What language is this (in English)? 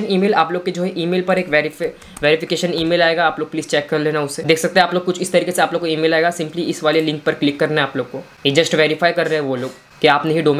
Hindi